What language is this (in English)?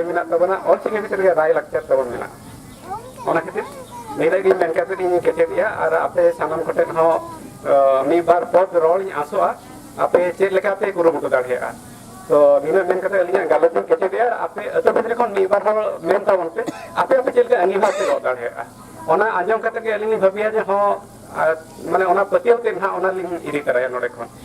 Santali